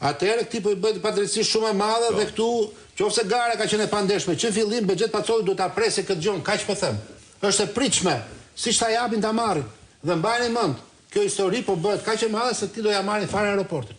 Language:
Albanian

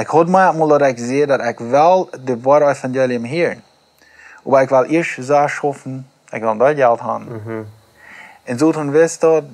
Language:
Plautdietsch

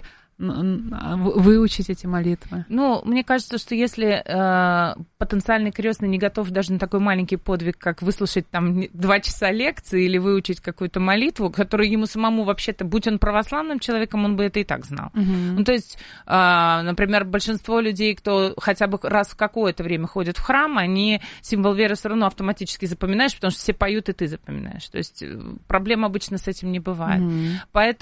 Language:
Russian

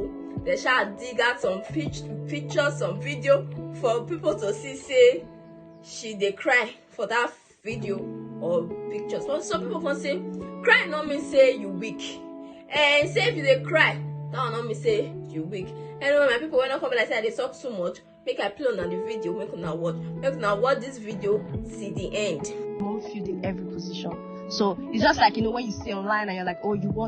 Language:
Nigerian Pidgin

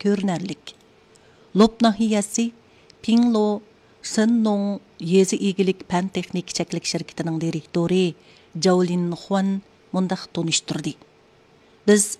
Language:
Uyghur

